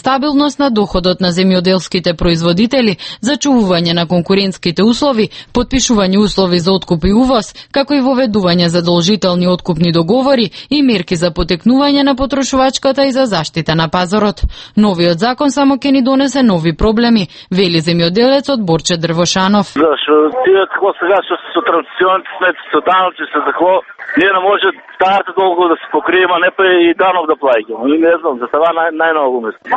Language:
Macedonian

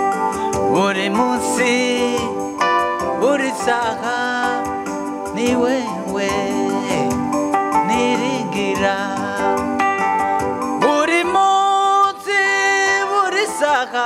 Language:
Kinyarwanda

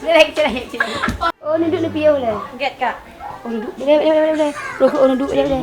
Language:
Achinese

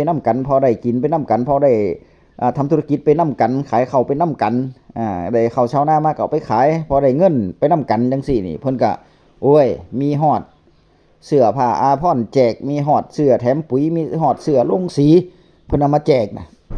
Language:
Northeastern Thai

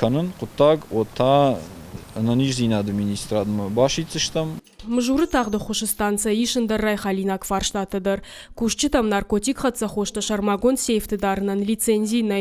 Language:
Ossetic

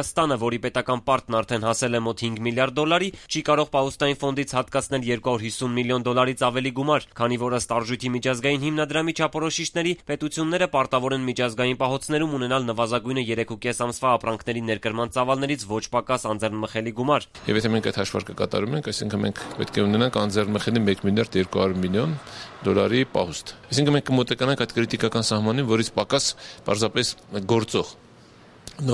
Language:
Armenian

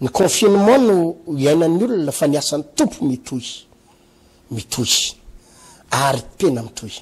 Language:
Malagasy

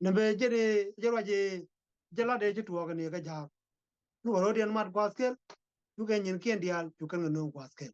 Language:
Nuer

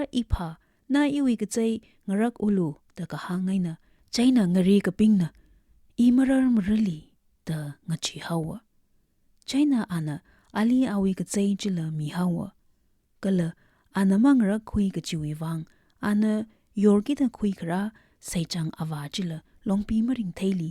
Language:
Tangkhul Naga (India)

